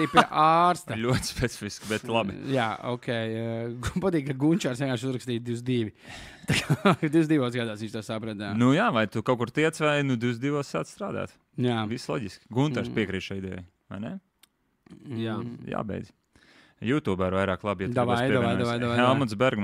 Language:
Latvian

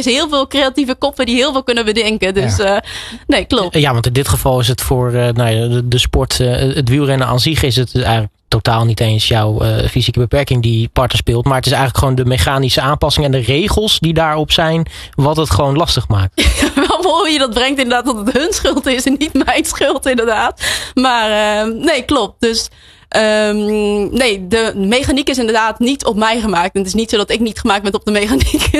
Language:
Dutch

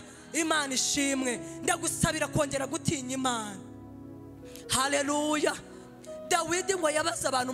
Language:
Kinyarwanda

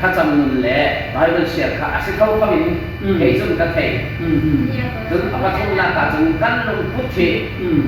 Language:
Falam Chin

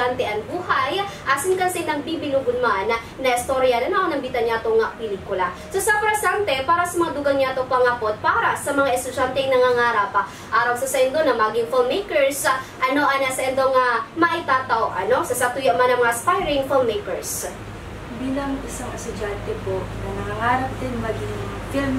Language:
Bikol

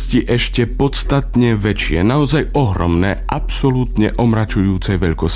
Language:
Slovak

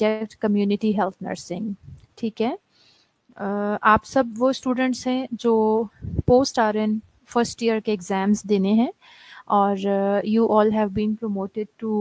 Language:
Urdu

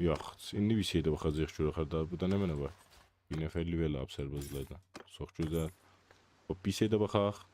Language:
South Azerbaijani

